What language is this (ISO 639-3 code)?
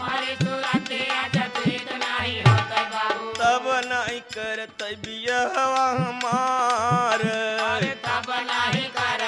bho